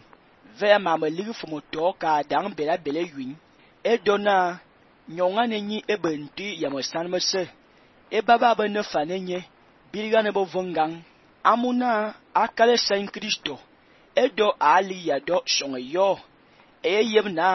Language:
Fang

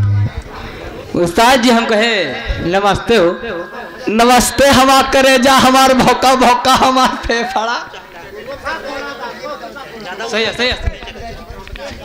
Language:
Bhojpuri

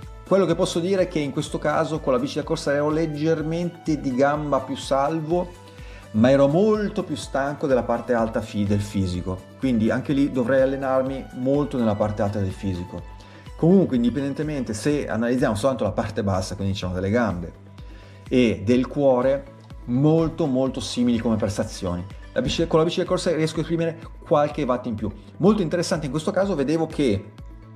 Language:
Italian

